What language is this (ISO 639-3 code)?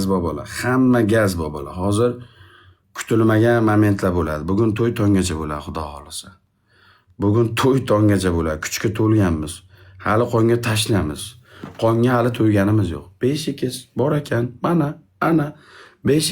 uzb